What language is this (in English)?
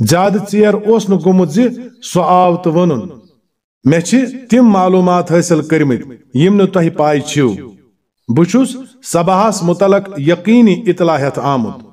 Kashmiri